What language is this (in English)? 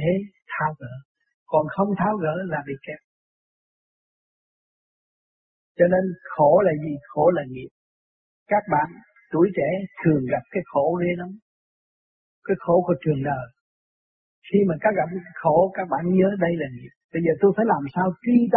Vietnamese